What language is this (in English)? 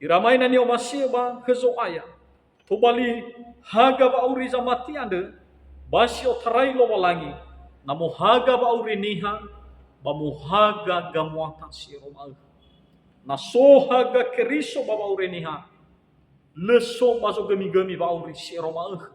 Nias